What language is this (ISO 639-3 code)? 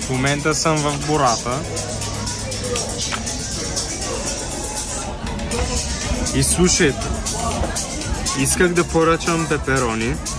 bul